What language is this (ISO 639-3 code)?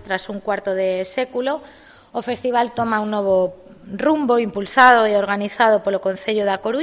glg